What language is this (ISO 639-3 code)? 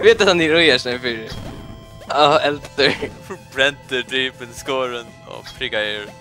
fao